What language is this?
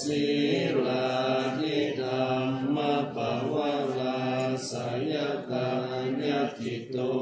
Pali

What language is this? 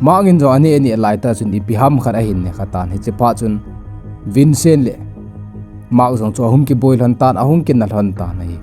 Thado Chin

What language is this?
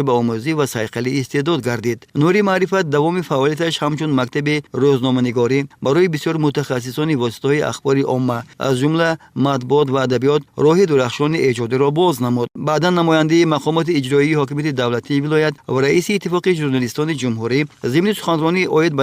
Tajik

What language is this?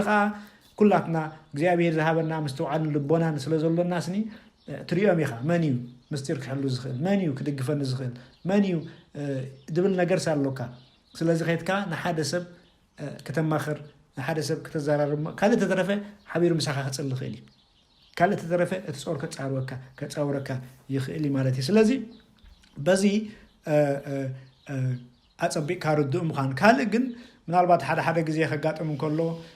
Tigrinya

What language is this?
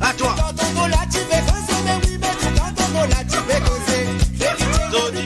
Morisyen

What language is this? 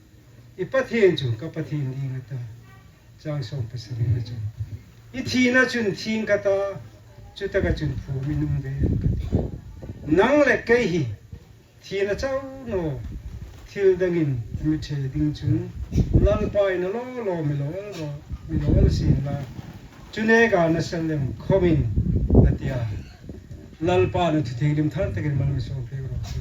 Hmar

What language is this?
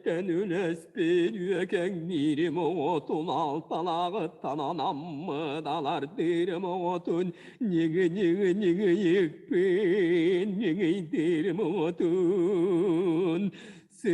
Yakut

